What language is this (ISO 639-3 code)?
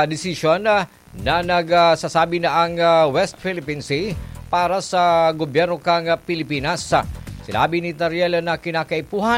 bik